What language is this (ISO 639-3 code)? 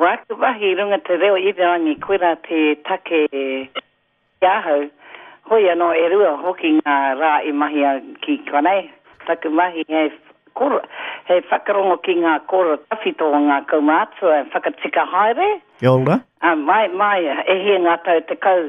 mri